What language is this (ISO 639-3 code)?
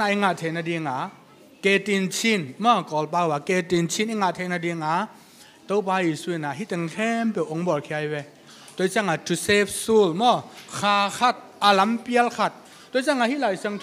ctd